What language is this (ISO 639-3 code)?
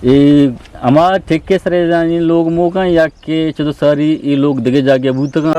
bgp